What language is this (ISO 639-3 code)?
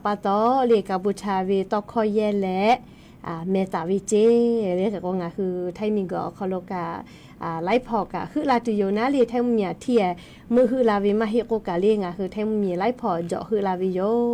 lhu